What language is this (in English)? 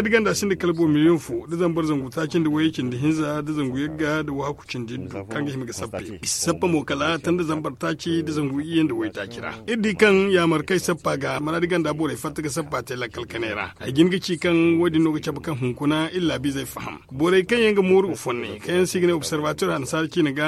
Zarma